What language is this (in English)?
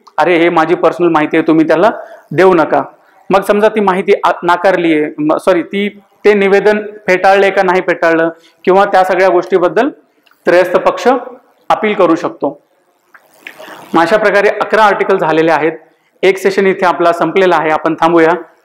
Marathi